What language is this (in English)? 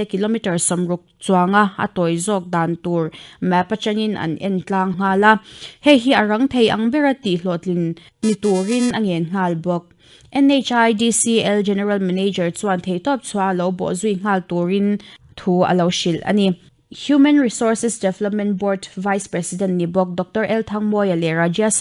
Mizo